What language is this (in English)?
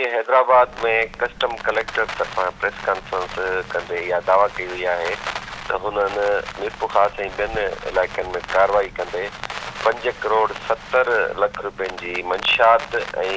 Sindhi